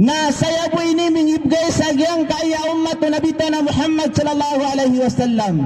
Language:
Maranao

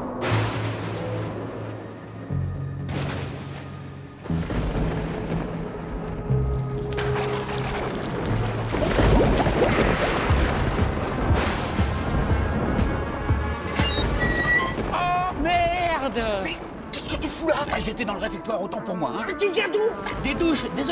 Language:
French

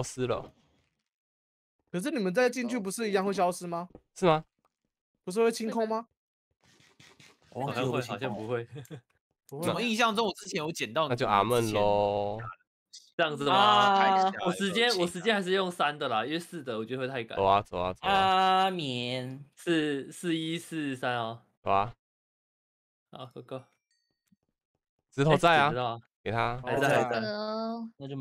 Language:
Chinese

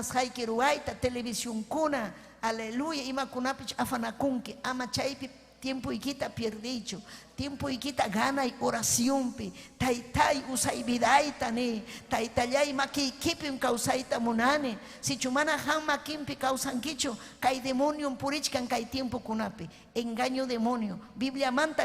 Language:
Ayacucho Quechua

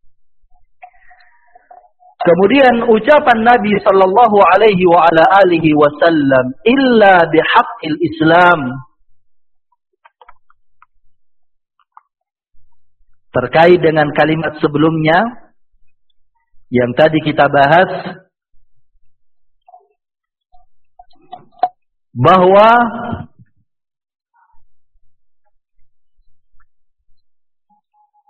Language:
Indonesian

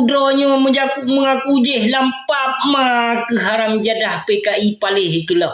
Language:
Achinese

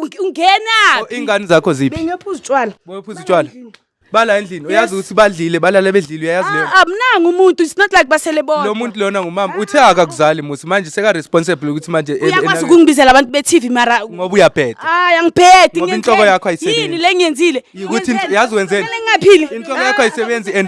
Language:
Zulu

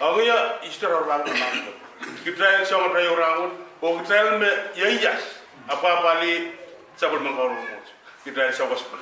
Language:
Pohnpeian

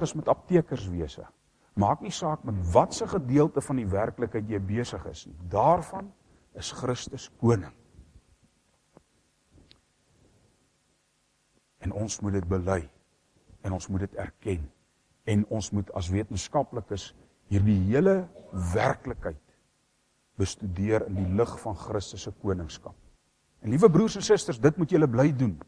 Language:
Afrikaans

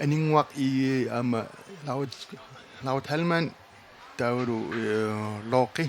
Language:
Kalaallisut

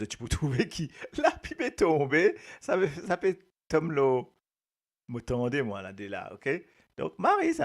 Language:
Morisyen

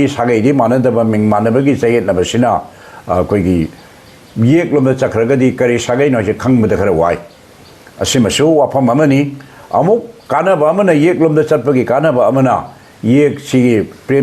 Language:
Manipuri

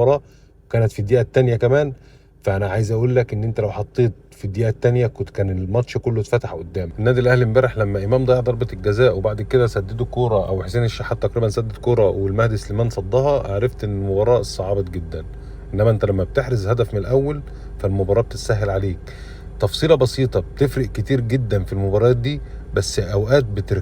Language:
Egyptian Arabic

